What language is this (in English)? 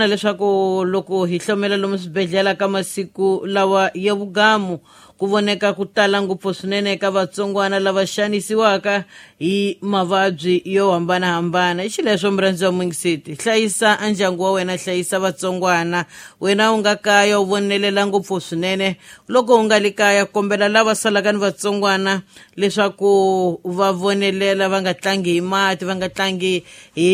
Tsonga